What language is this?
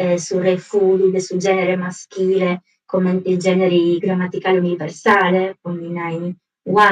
Sardinian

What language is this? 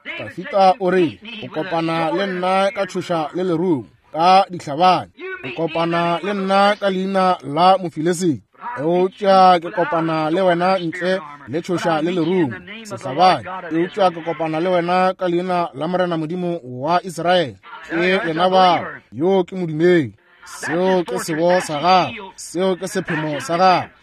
Northern Sotho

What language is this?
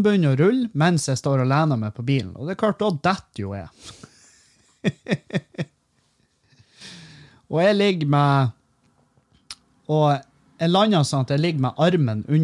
Norwegian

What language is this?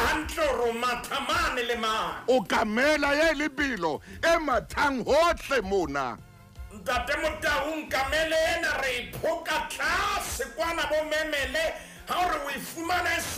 Southern Sotho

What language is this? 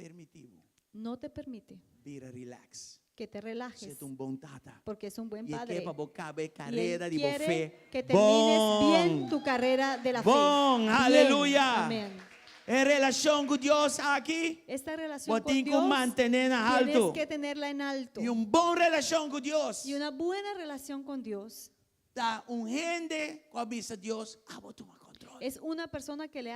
Papiamento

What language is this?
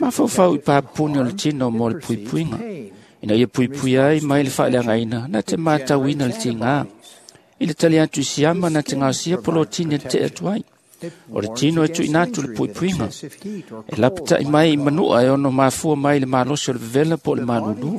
Samoan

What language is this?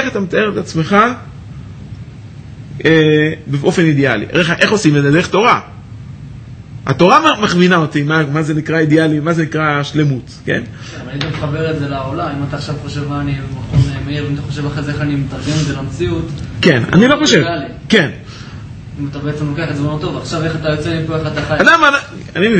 Hebrew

